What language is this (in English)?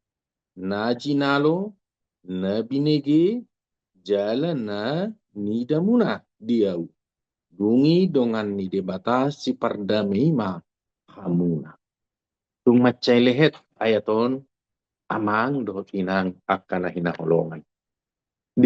Batak Toba